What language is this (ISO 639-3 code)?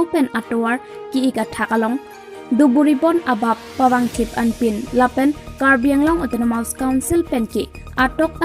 mjw